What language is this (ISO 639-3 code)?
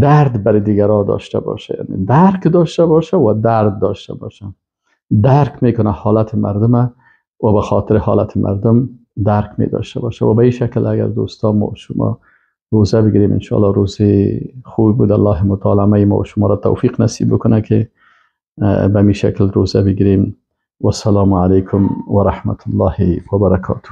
fas